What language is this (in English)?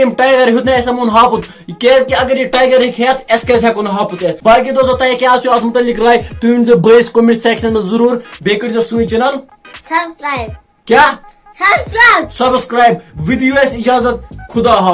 Kashmiri